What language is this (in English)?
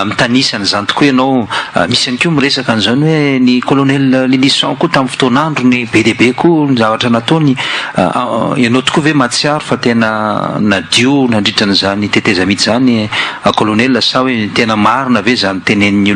Malagasy